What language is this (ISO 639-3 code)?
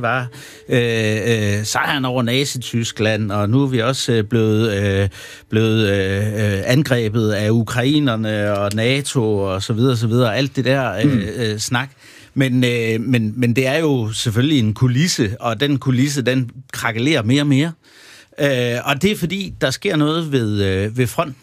dan